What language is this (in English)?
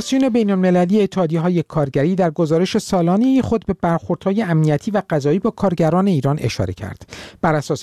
Persian